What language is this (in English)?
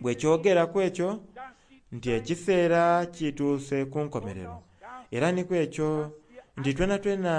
Soga